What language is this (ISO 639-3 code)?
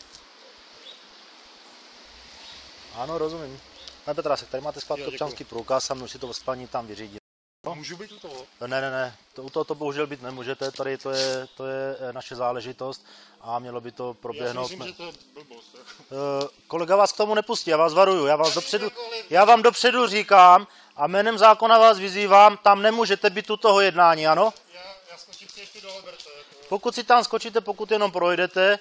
ces